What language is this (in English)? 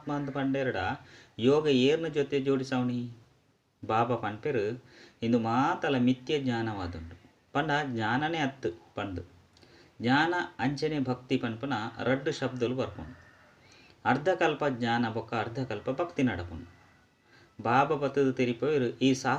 Tulu